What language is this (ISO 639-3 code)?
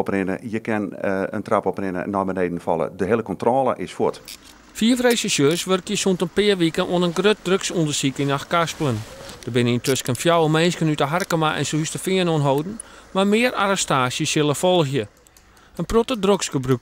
fry